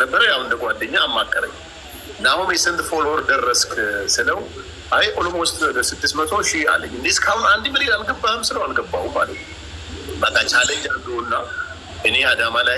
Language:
Amharic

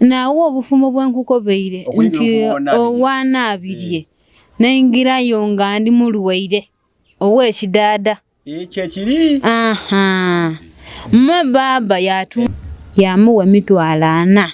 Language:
Ganda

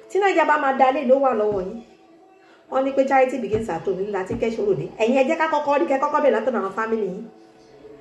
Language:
Yoruba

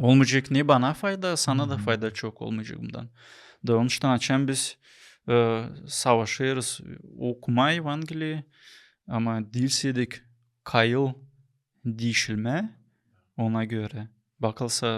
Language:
Gagauz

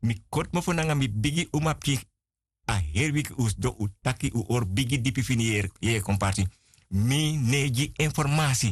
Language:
Sranan Tongo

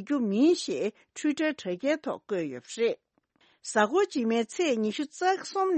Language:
Tibetan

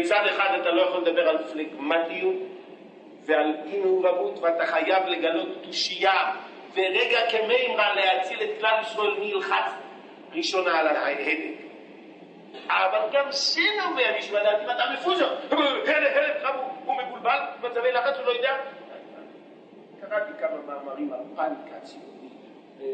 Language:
Hebrew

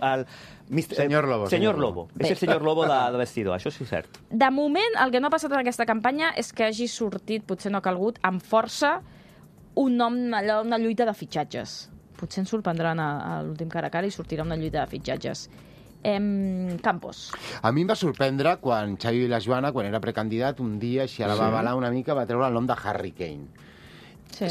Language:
Catalan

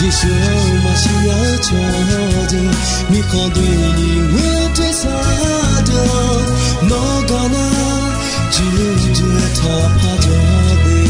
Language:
Akha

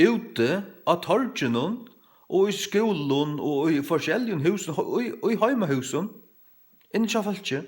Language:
Faroese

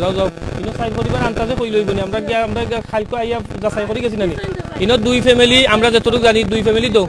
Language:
Sylheti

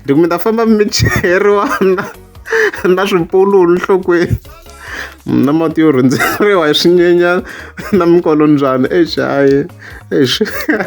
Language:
Tsonga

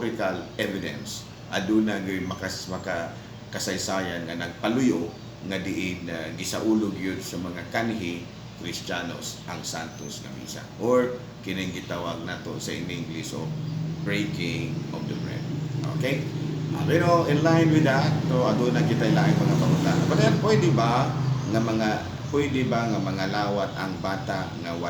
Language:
Cebuano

